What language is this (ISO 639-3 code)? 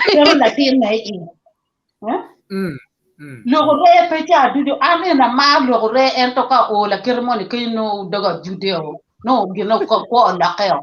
ach